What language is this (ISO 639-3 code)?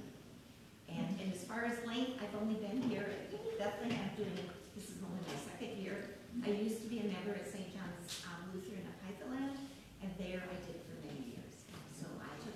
eng